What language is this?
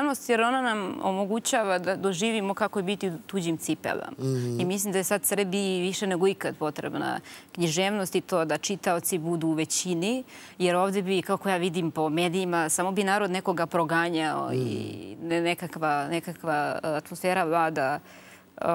Serbian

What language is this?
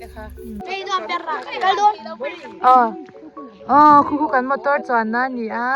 Mizo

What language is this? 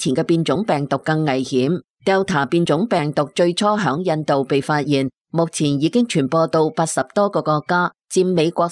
Cantonese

